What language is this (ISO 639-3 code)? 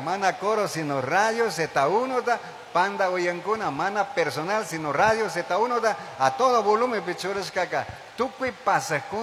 qug